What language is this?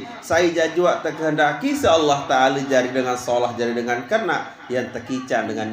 Sasak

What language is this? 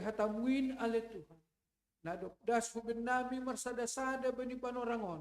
Batak Simalungun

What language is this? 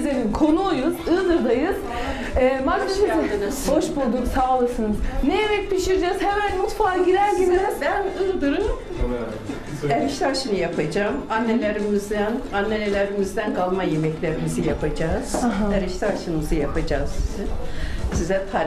Turkish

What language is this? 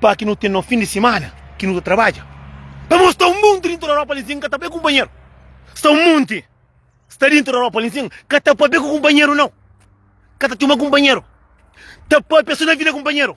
Kabuverdianu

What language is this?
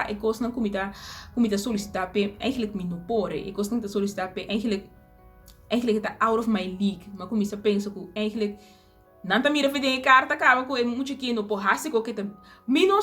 Papiamento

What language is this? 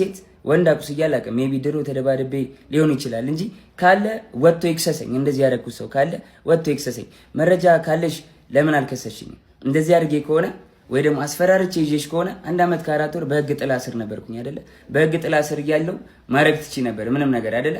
Amharic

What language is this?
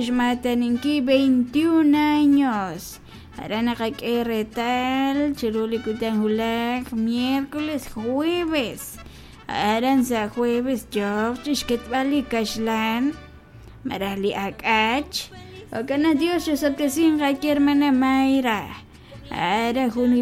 Kekchí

